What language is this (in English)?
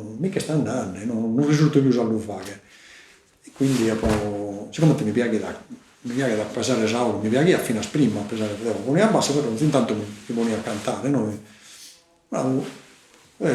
Sardinian